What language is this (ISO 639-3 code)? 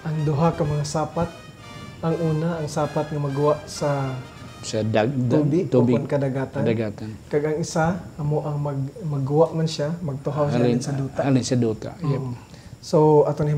hil